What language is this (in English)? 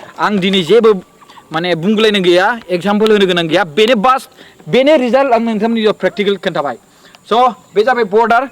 Bodo